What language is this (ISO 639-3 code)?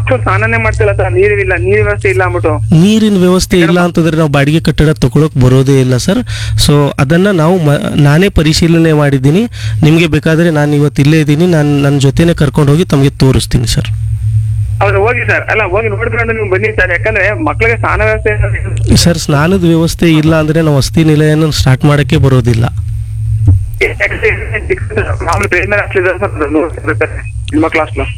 kan